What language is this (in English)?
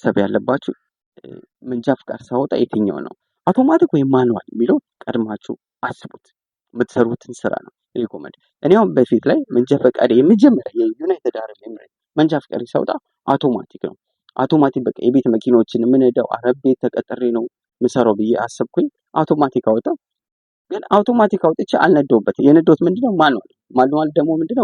Amharic